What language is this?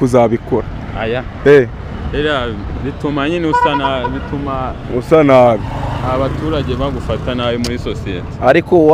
Kinyarwanda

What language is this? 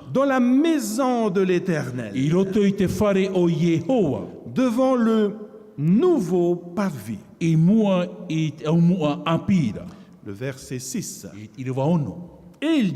Tahitian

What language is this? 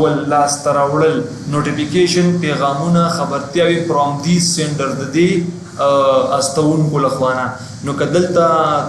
Pashto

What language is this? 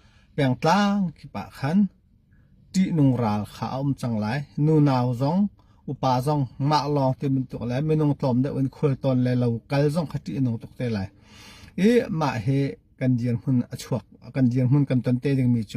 Hakha Chin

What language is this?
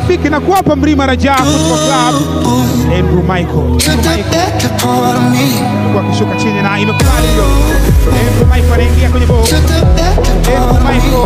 Swahili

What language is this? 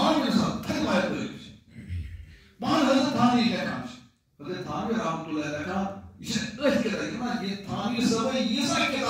Kashmiri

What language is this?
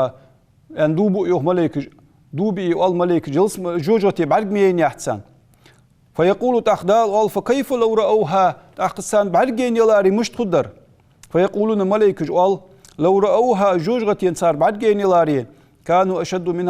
Ingush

